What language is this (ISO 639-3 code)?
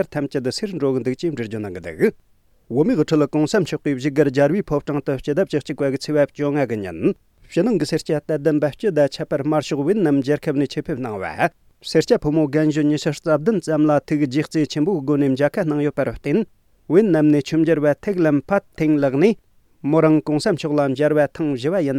bod